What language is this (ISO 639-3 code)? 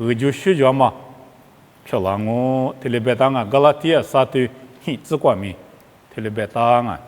lis